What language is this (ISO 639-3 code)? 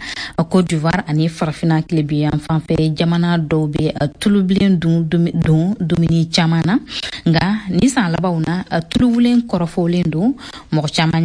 bam